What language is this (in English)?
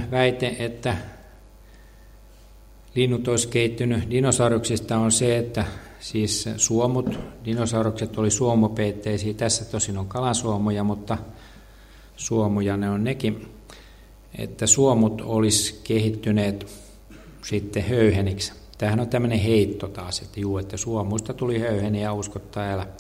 Finnish